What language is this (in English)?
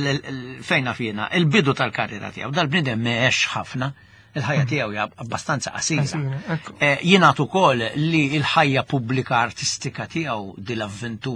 Maltese